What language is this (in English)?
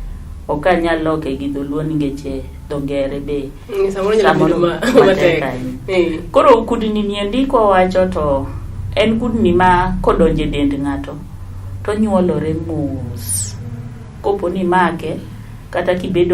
Luo (Kenya and Tanzania)